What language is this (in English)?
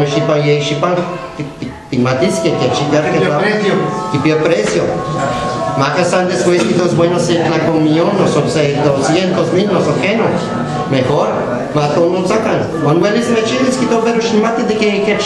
Guerrero Nahuatl